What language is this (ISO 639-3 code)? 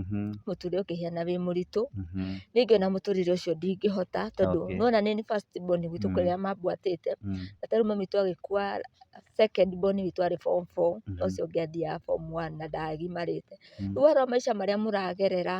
kik